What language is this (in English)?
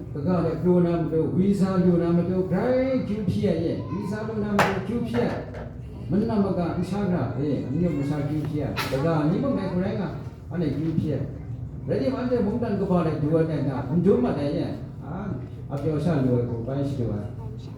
Kachin